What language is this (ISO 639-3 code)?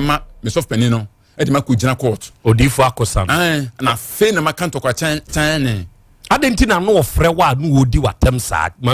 aka